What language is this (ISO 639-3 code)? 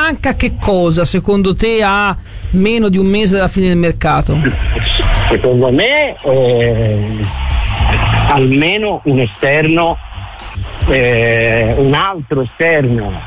ita